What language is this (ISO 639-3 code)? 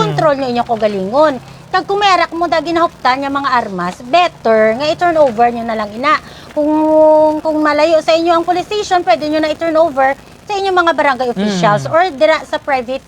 hil